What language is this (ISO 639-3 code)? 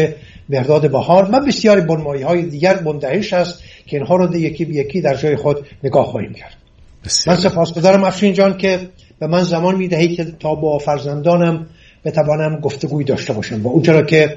fas